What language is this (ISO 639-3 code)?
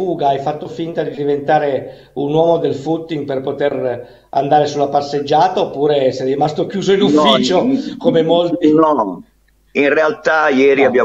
ita